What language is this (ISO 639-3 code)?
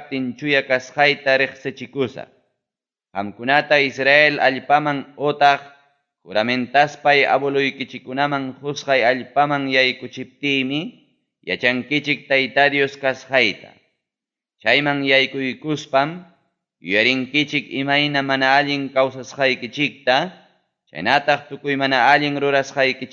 quy